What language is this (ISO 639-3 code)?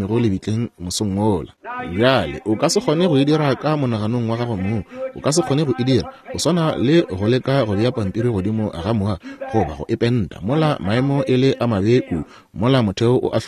nso